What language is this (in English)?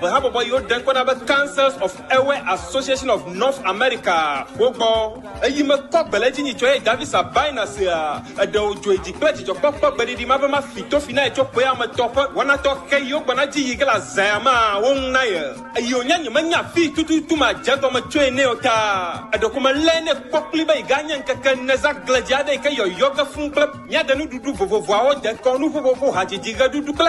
Ewe